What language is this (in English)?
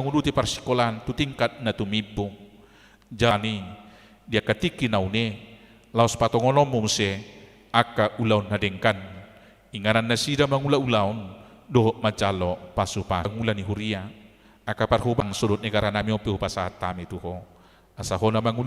Batak Toba